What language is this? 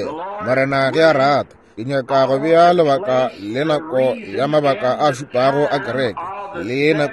Northern Sotho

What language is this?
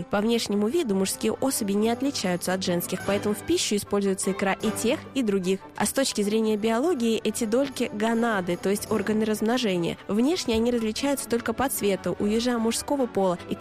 Russian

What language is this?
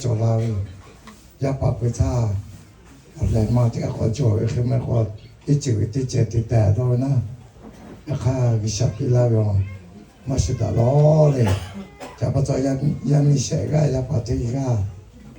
Lahu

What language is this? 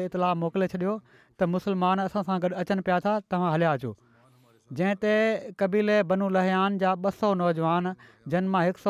Sindhi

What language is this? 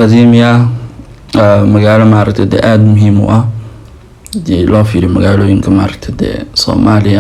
Somali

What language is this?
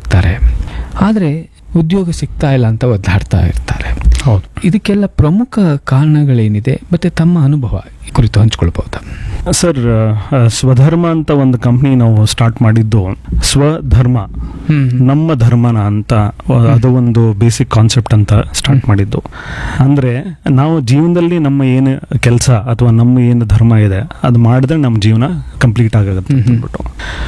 Kannada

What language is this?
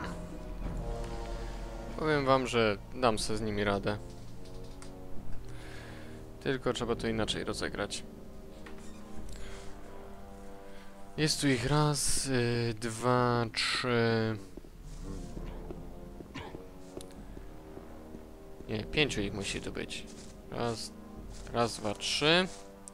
Polish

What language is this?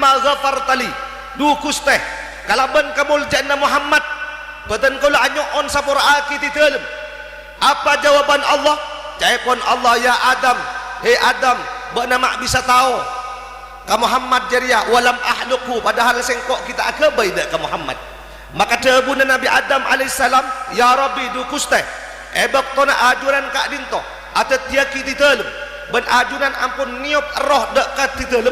Madurese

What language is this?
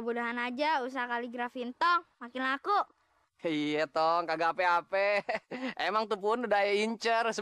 Betawi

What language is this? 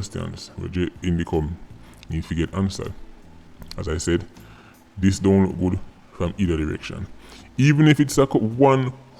Jamaican Creole English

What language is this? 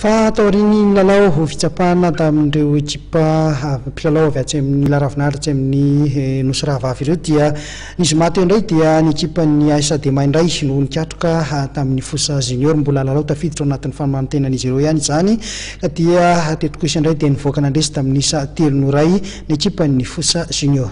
Malagasy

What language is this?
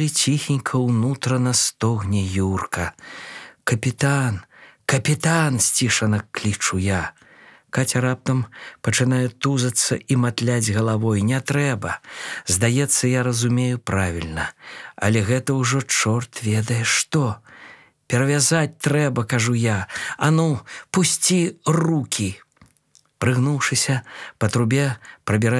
Belarusian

